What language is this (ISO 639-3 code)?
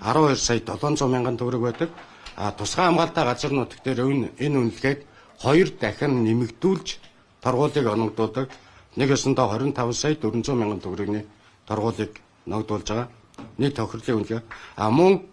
mon